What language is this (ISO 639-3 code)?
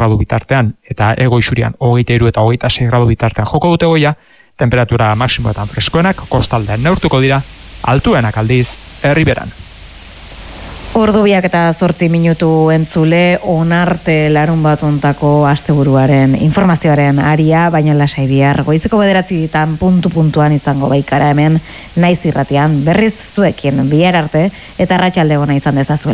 eus